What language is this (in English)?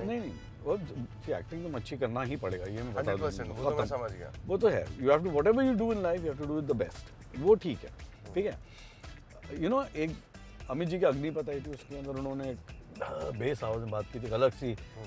Hindi